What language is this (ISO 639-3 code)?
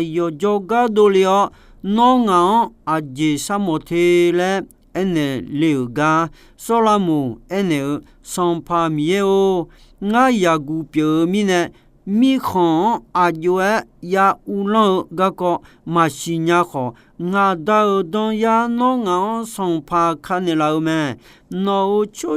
ahk